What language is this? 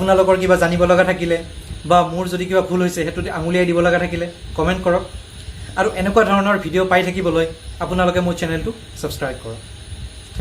Assamese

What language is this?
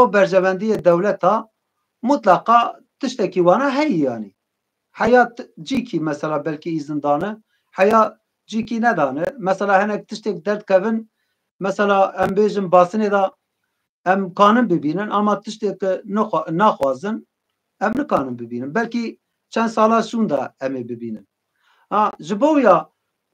Kurdish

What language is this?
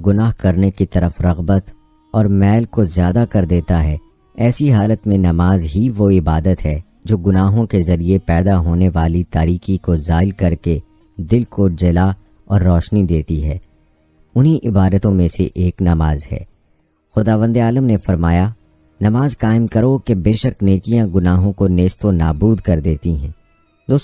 Urdu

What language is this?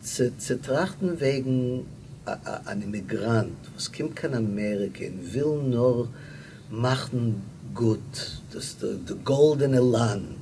Yiddish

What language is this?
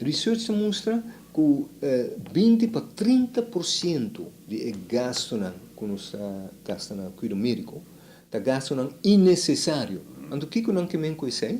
Papiamento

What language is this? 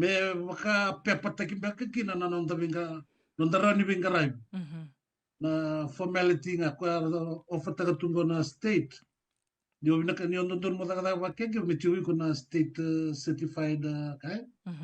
Fijian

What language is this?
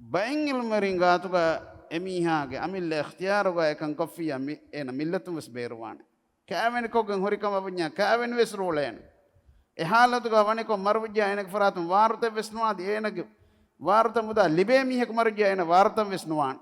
Divehi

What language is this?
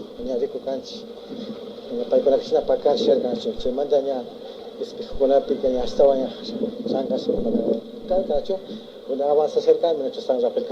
Imbabura Highland Quichua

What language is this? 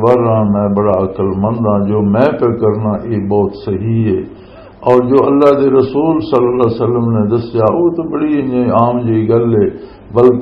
Western Panjabi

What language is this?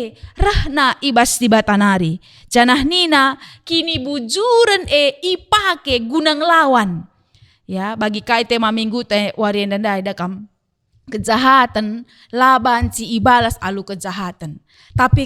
Batak Karo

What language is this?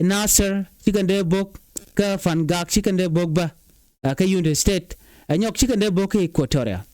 Nuer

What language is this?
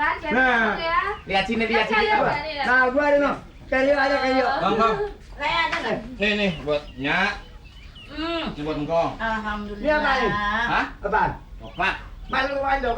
Betawi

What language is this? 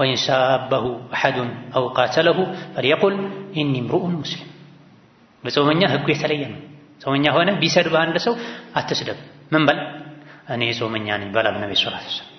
Amharic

